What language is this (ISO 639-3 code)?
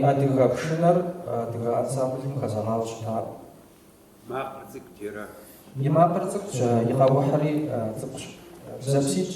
kbd